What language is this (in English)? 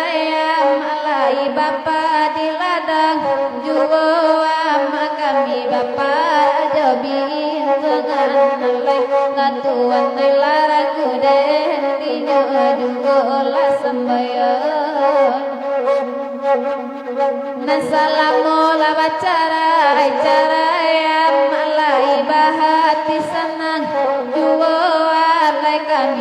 Minangkabau